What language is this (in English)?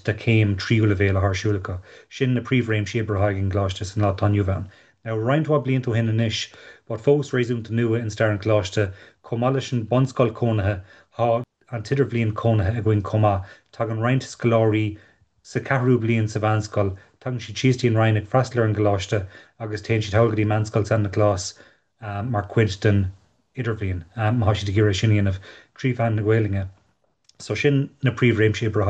Irish